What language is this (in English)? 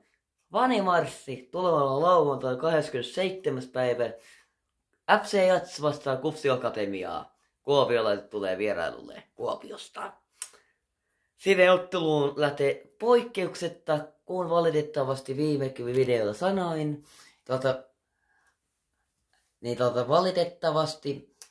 Finnish